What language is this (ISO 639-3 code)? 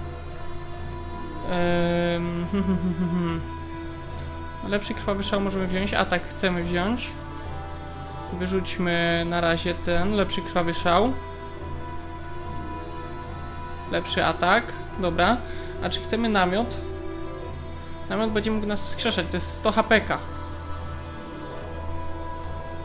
pol